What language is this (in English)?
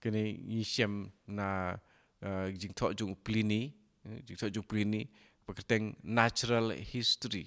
Khasi